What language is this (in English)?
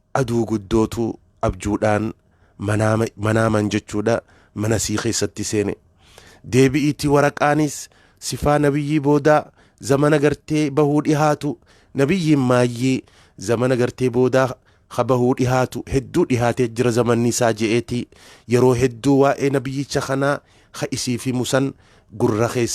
Oromo